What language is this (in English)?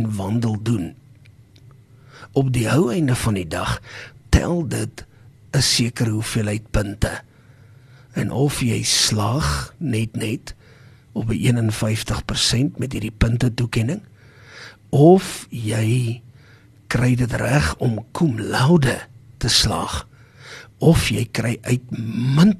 Afrikaans